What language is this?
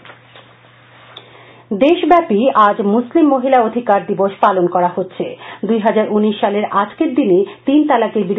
Bangla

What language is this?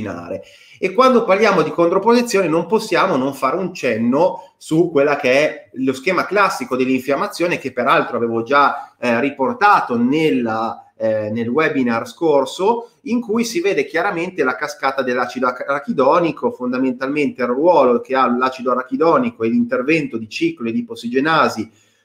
Italian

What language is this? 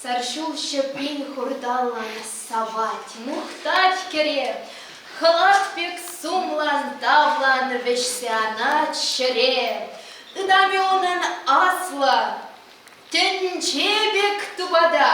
Chuvash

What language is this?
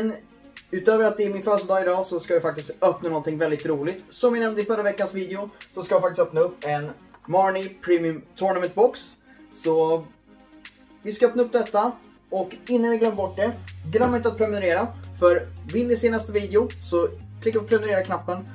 Swedish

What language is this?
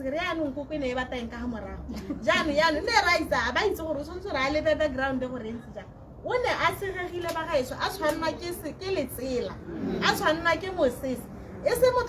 Tswana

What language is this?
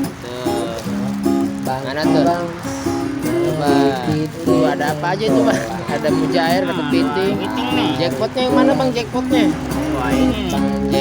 Betawi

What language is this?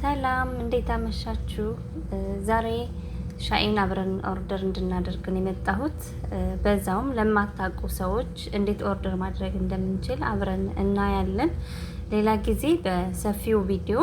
Amharic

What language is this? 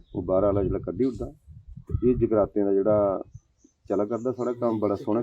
Dogri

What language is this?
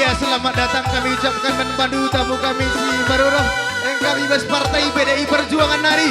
Batak Karo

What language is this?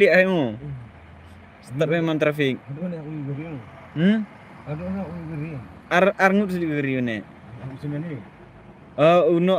Khasi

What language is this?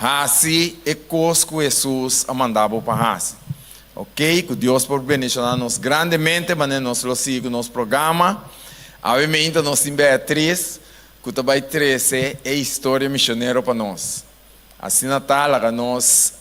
Papiamento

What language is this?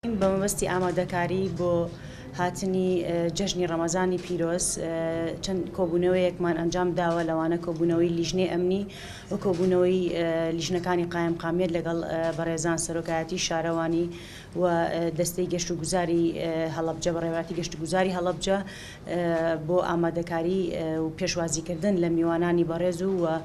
Central Kurdish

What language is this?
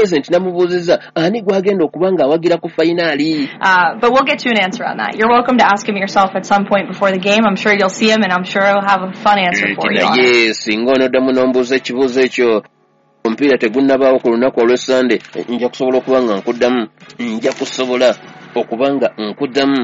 Ganda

